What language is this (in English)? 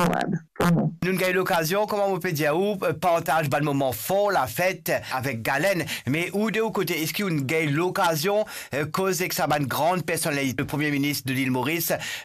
Morisyen